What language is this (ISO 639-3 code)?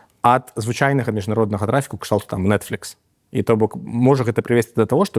bel